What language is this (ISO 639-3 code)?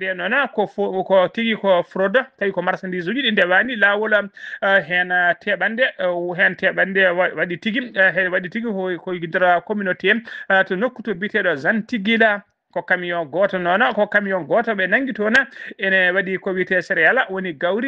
ful